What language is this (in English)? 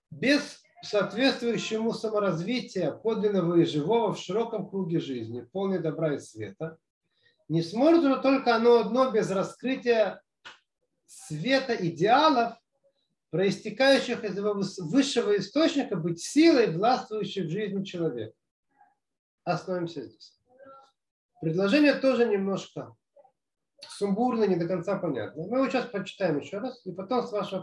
Russian